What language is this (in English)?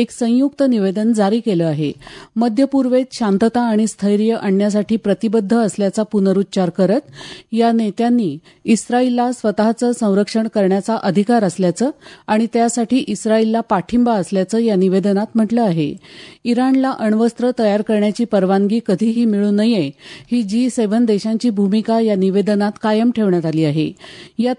Marathi